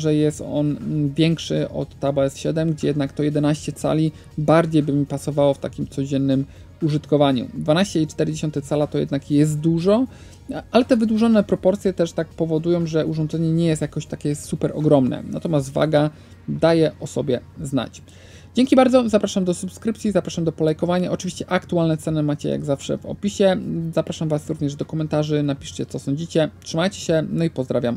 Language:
Polish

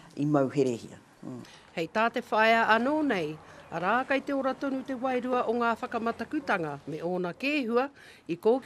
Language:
Māori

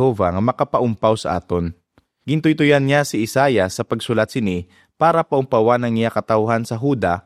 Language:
Hiligaynon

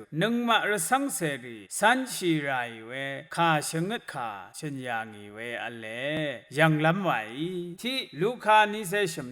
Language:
Rawang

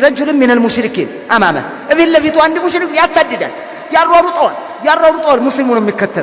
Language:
Amharic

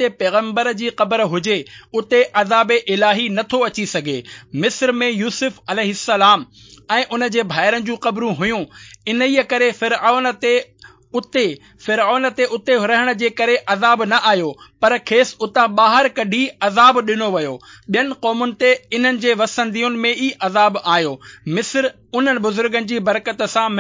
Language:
Sindhi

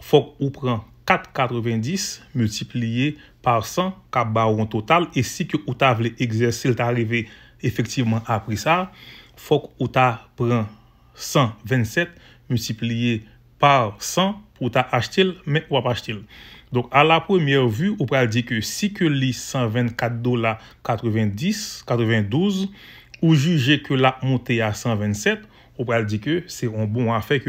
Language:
Haitian Creole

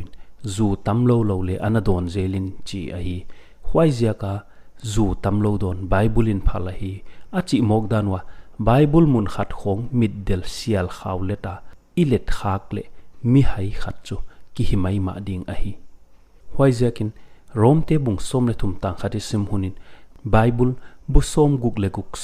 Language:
Paite Chin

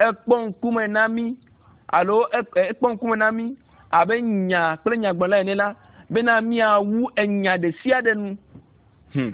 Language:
Ewe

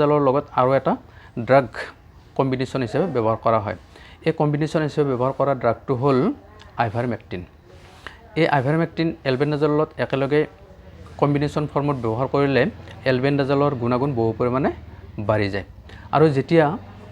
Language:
Assamese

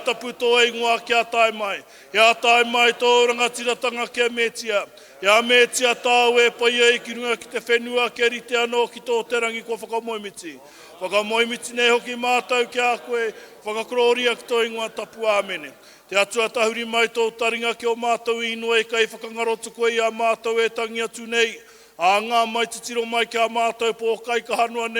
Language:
Māori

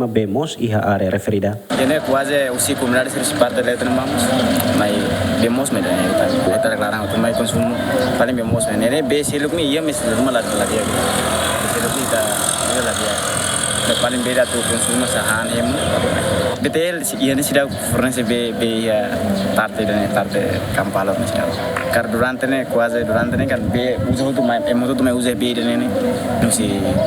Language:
Tetum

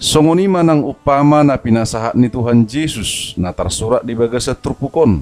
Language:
Batak Toba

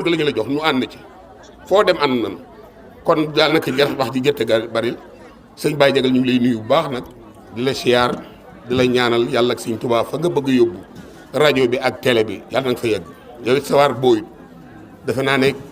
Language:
Wolof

